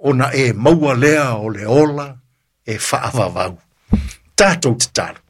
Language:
Samoan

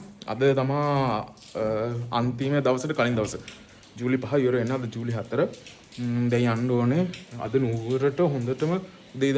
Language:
Sinhala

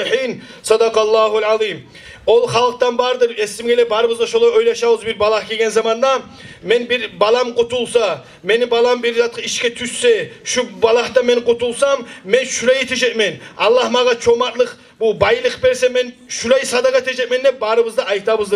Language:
Kumyk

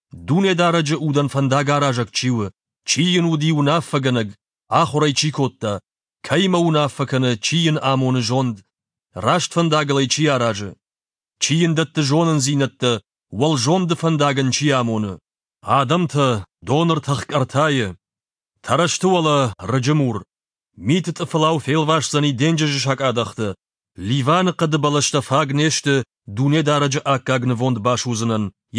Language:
Ossetic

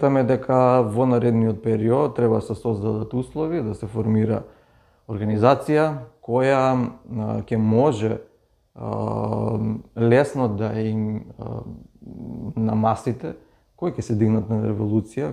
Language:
Macedonian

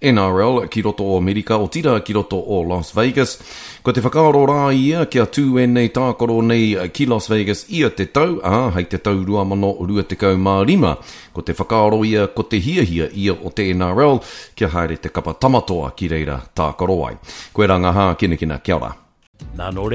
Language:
Māori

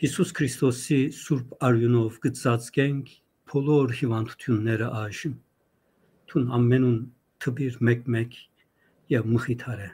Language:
Western Armenian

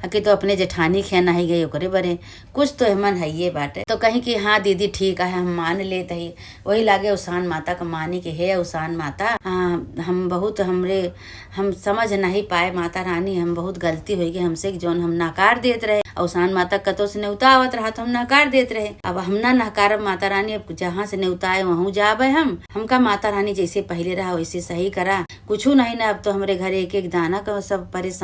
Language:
Awadhi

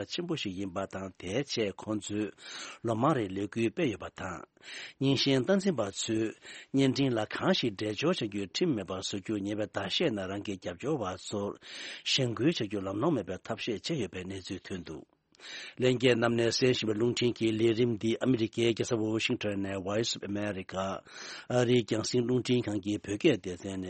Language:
Tibetan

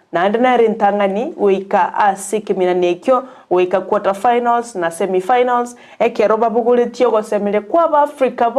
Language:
Gusii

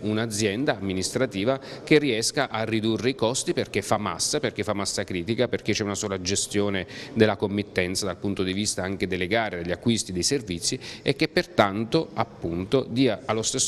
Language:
Italian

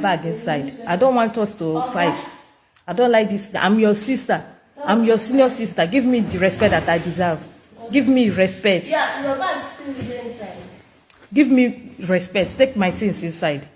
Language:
Nigerian Pidgin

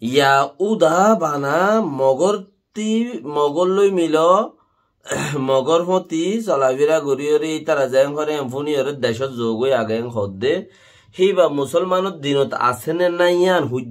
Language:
Rohingya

